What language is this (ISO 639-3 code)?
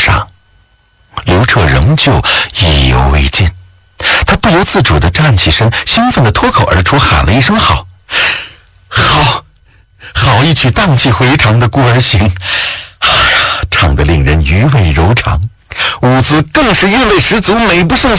zho